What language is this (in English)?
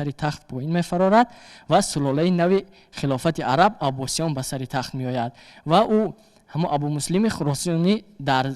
Tajik